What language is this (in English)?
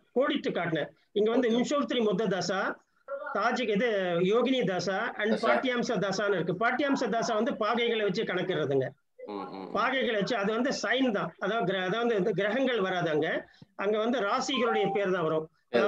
Tamil